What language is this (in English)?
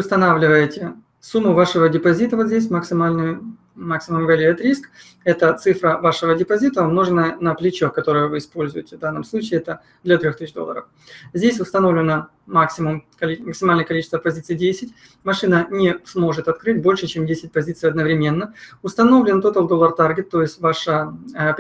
Russian